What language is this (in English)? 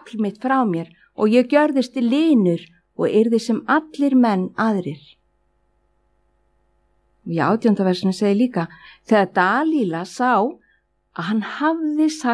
Icelandic